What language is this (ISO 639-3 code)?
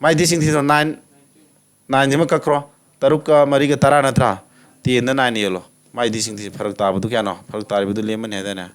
mni